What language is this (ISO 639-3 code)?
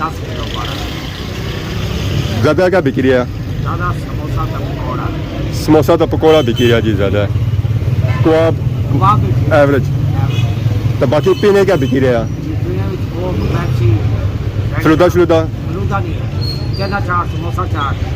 phr